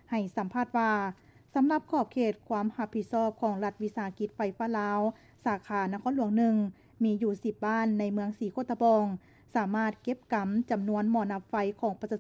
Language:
Lao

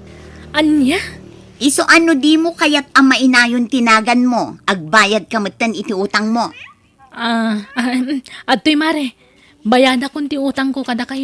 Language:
Iloko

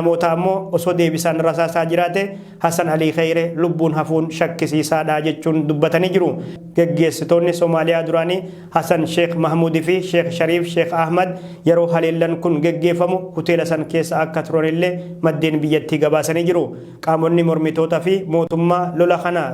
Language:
Oromo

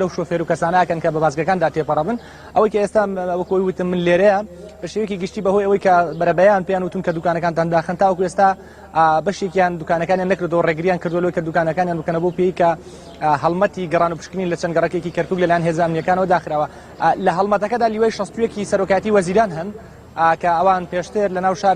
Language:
Central Kurdish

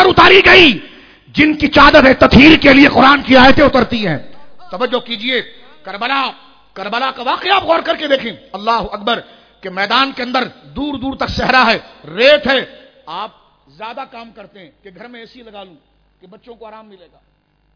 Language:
Urdu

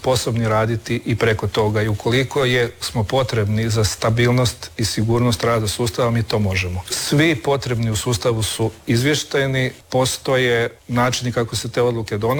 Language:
Croatian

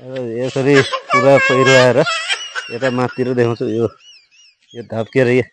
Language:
Nepali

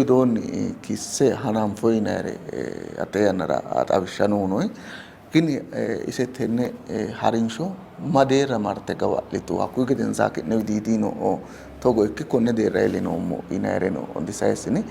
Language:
Sidamo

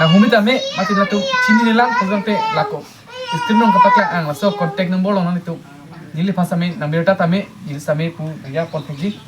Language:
Karbi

